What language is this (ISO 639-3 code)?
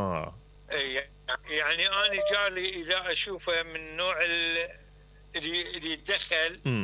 acm